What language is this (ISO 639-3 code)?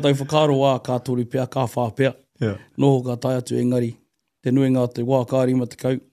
mri